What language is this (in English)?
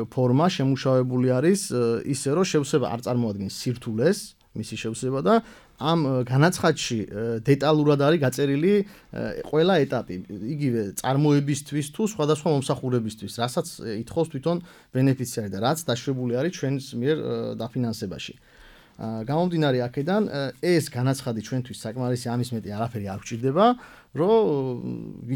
Georgian